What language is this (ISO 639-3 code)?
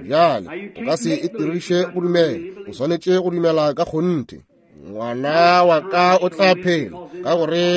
nso